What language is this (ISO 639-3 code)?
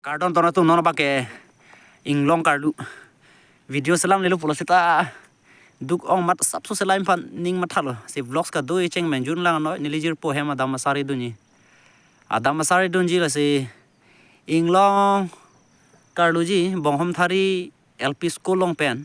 mjw